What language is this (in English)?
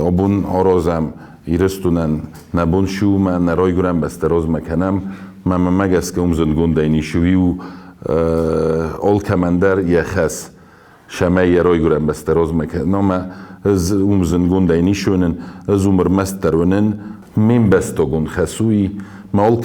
Ossetic